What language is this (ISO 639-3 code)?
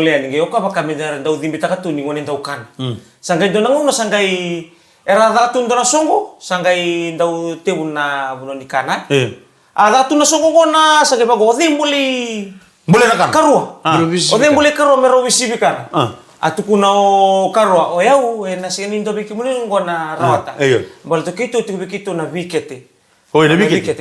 fij